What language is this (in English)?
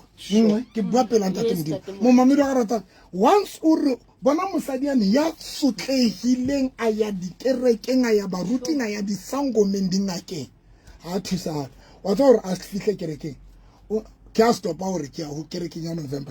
Southern Sotho